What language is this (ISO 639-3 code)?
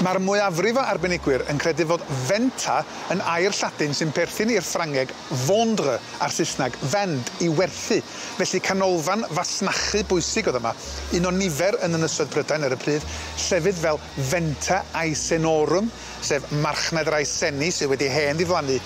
cym